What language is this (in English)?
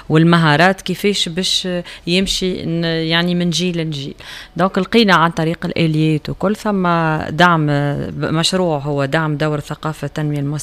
Tunisian Arabic